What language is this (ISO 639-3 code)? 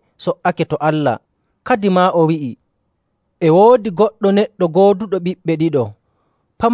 fuv